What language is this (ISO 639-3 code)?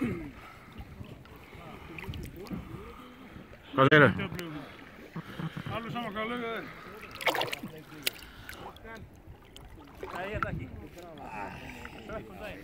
isl